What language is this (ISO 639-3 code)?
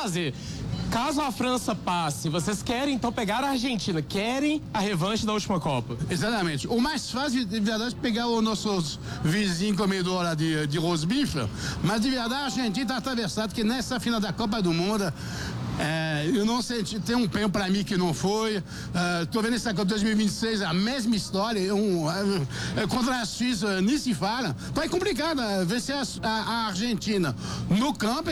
por